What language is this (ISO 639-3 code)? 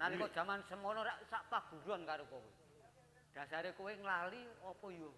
jav